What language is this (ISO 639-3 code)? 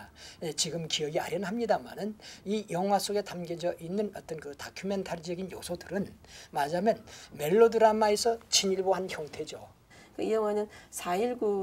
kor